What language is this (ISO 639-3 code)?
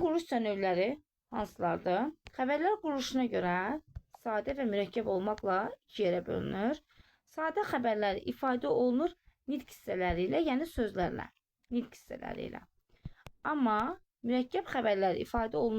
aze